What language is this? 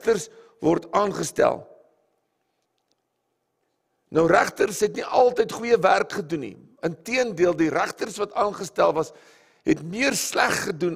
Afrikaans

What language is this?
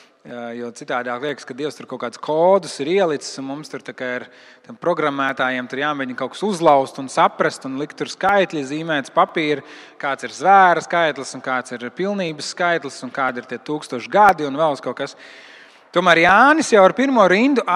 Latvian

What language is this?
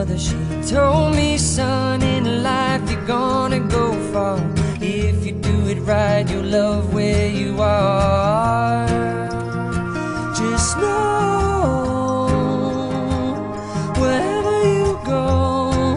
English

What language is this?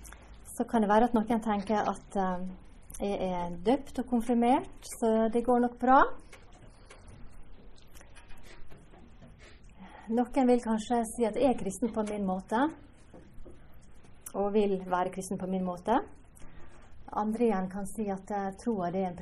Norwegian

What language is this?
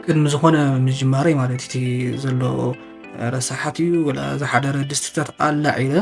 Tigrinya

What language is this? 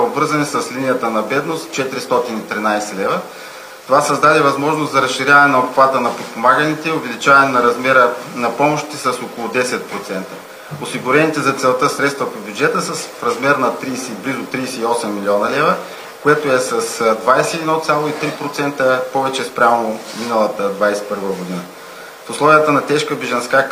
Bulgarian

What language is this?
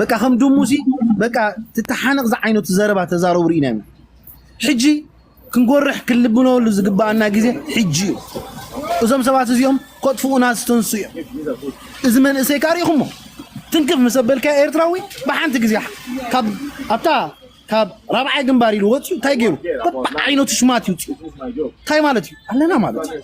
Tigrinya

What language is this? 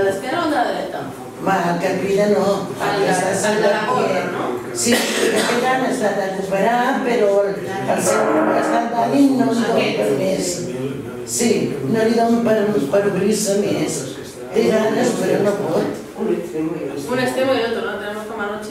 Catalan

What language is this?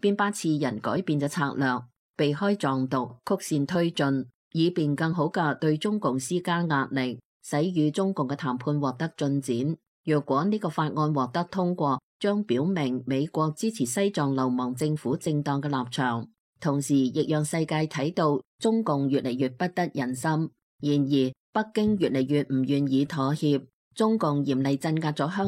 Cantonese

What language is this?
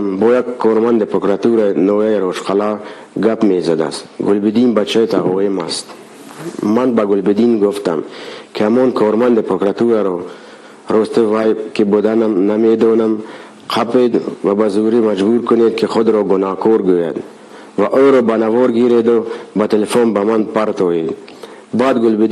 Tajik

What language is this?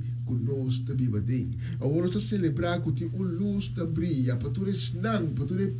Papiamento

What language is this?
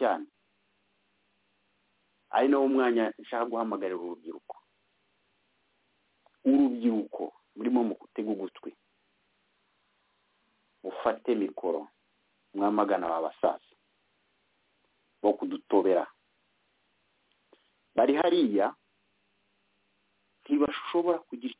Kinyarwanda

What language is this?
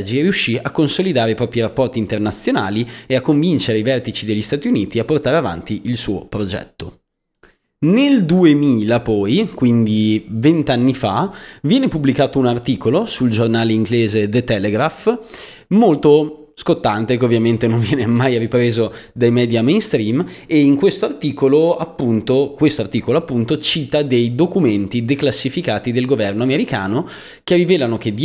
Italian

